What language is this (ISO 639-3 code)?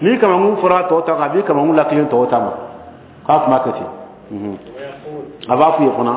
bam